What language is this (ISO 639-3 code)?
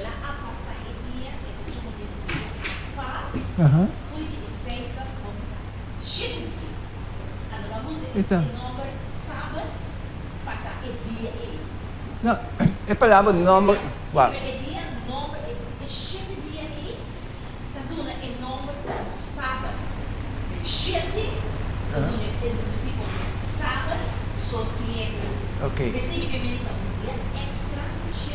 pap